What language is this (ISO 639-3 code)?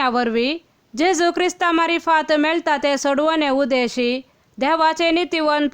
kok